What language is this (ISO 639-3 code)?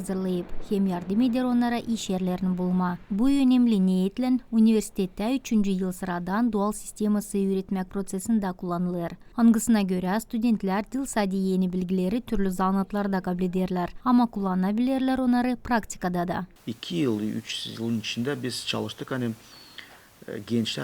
gag